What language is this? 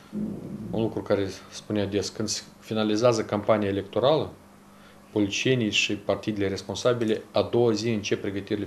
Romanian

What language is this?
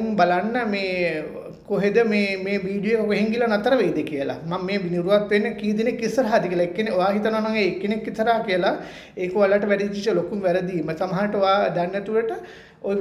Sinhala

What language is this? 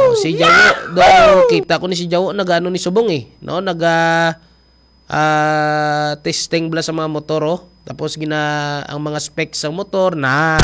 Hiligaynon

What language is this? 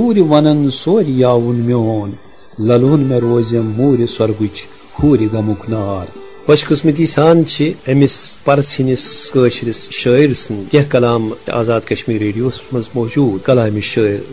Kashmiri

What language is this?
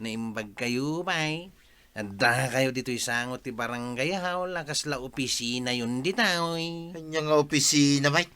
Iloko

